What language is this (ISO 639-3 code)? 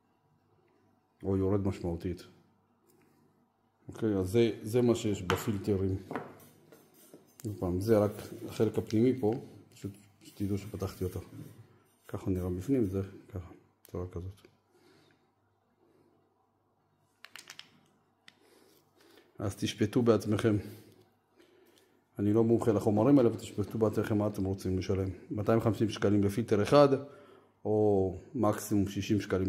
heb